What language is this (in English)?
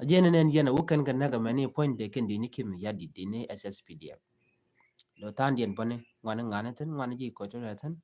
Nuer